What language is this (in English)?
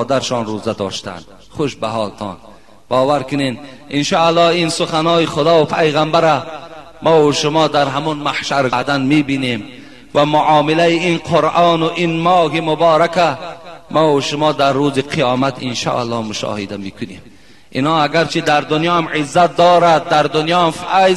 Tajik